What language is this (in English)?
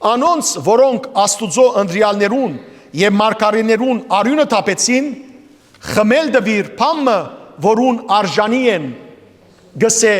Western Armenian